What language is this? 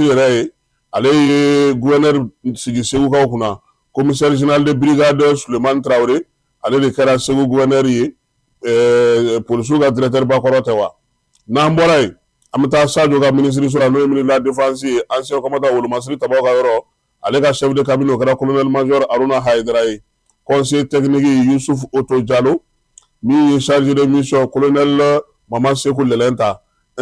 Bambara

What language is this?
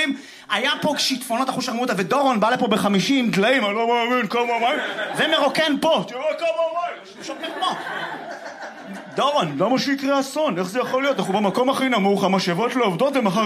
Hebrew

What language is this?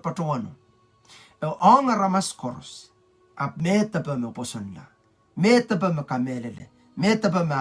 Pohnpeian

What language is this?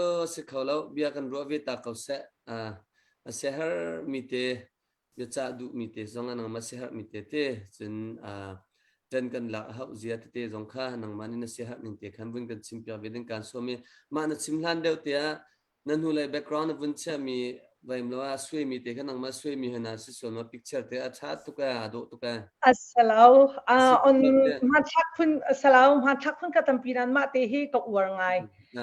Hakha Chin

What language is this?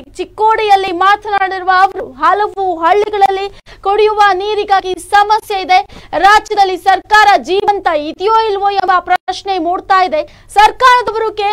Kannada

